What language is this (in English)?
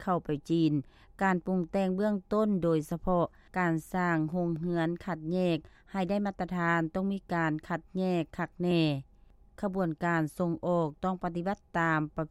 Lao